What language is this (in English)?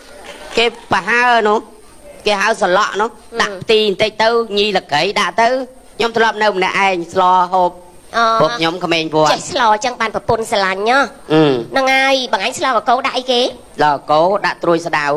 Khmer